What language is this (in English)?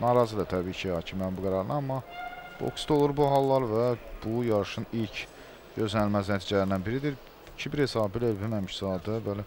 Azerbaijani